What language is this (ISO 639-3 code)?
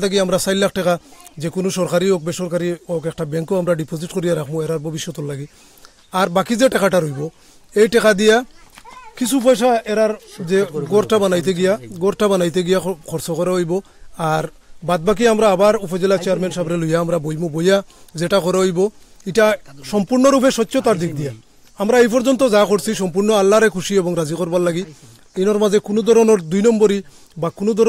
syl